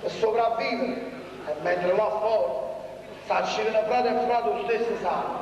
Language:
Neapolitan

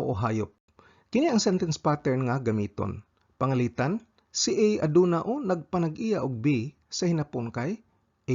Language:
Cebuano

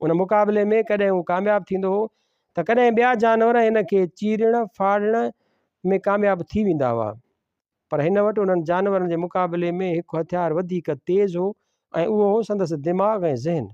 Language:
Sindhi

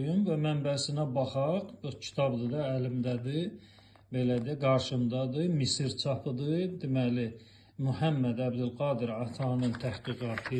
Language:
Azerbaijani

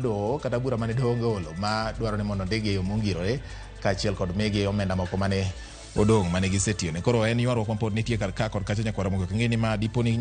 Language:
Luo (Kenya and Tanzania)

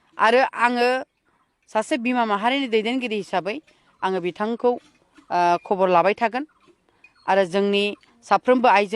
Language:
Bodo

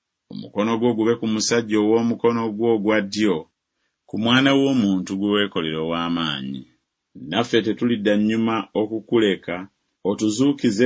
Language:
Ganda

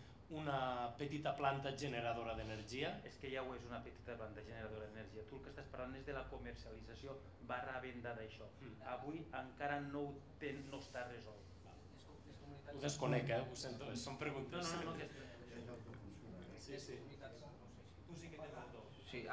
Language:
Catalan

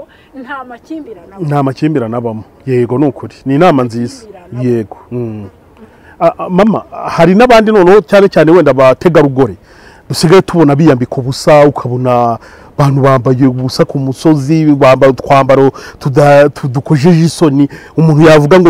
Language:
Kinyarwanda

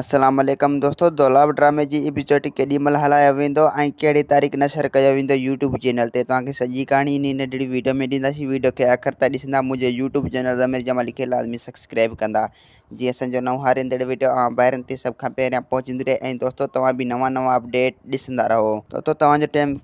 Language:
Sindhi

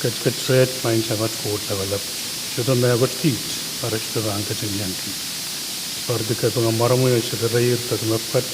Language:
Pohnpeian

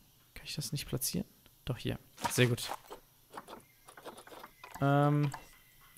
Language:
German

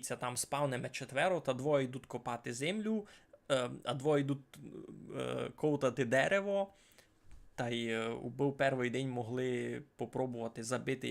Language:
Rusyn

